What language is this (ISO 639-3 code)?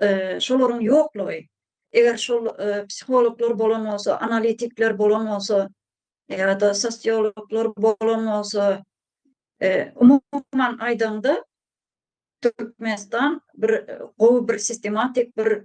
tuk